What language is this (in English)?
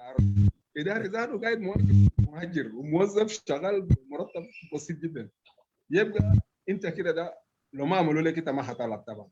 Sudanese Arabic